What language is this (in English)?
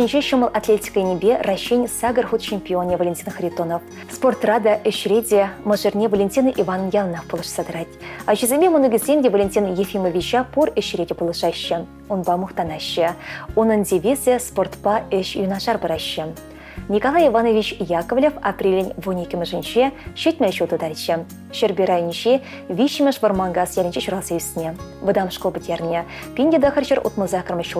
Chuvash